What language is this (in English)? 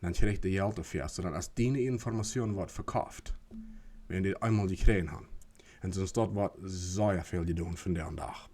Plautdietsch